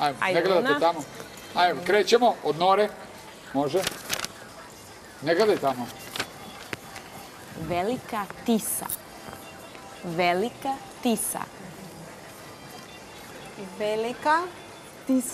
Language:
Serbian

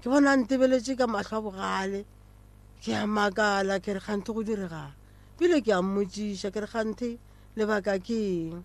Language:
Northern Sotho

